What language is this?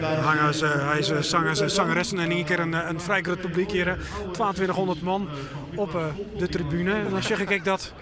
Western Frisian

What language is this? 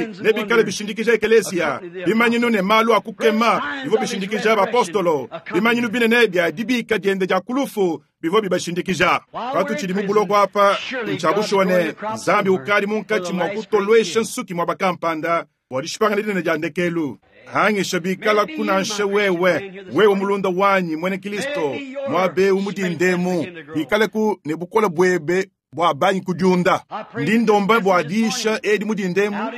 Luba-Lulua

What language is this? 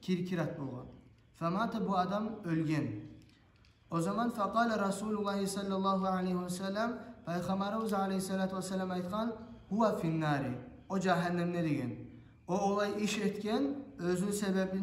Kumyk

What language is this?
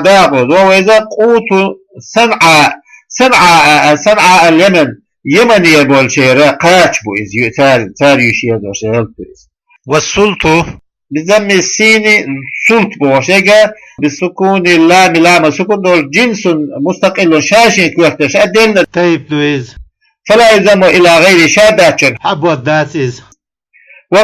Chechen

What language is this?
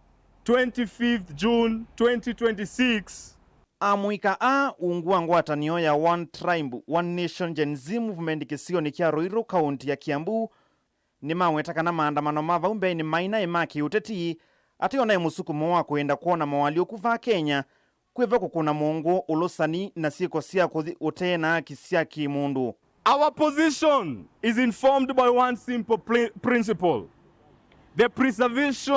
Kamba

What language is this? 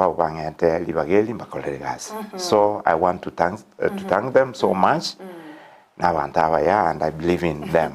Gusii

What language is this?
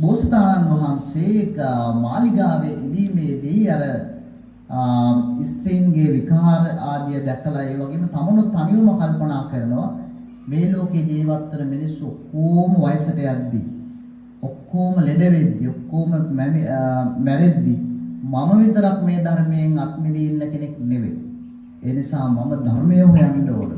Sinhala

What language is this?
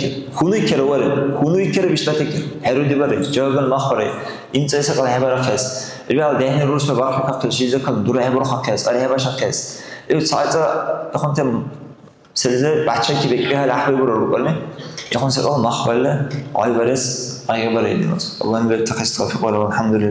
Dargwa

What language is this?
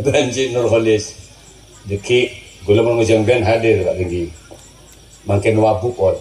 Madurese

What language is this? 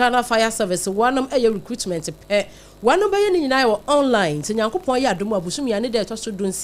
Akan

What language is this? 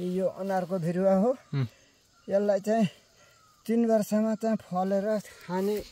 Nepali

